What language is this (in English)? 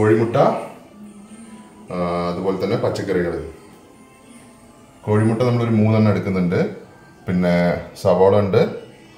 Malayalam